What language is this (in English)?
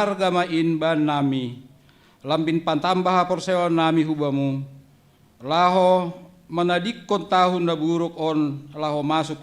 Batak Simalungun